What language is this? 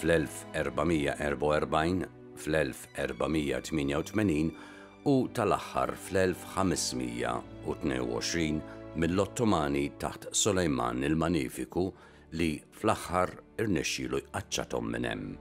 Maltese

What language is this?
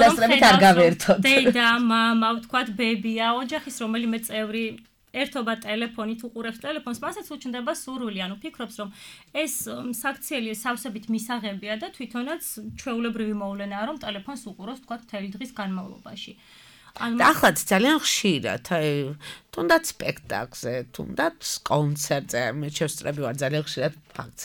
Georgian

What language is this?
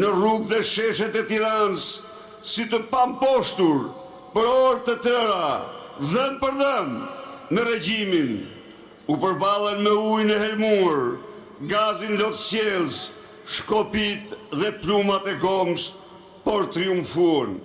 Albanian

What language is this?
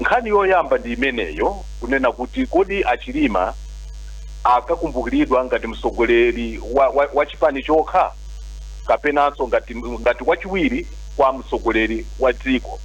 Nyanja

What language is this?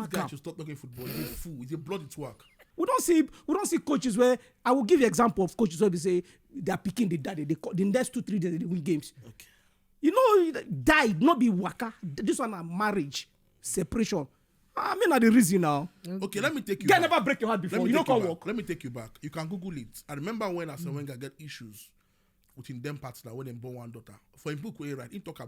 Nigerian Pidgin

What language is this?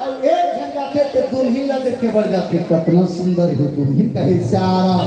Chhattisgarhi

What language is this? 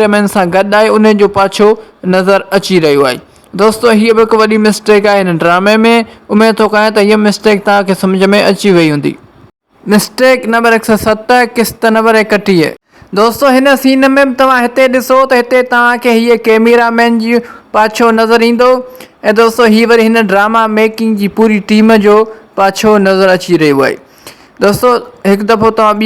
Sindhi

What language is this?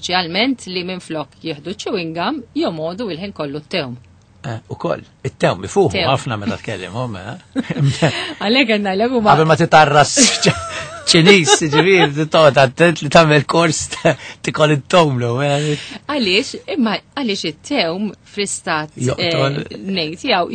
Maltese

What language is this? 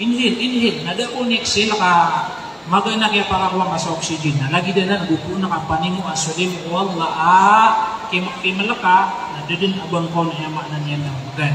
Maranao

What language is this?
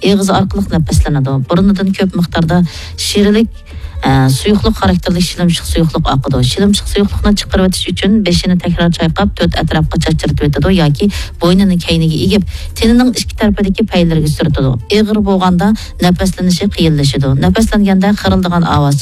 Uyghur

